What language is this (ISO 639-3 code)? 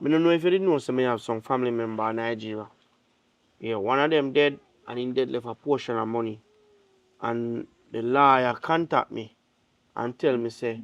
jam